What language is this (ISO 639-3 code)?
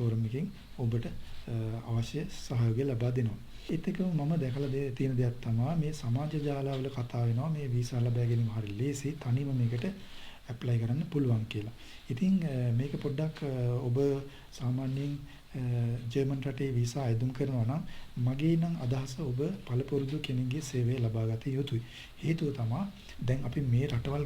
sin